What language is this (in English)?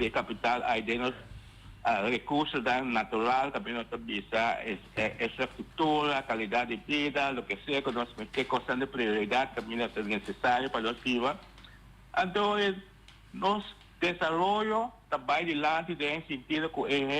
Papiamento